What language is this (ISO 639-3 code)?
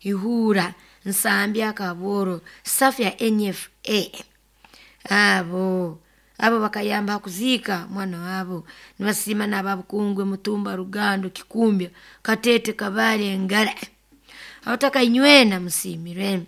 nyo